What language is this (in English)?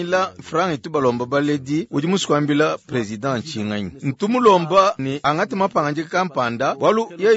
Luba-Lulua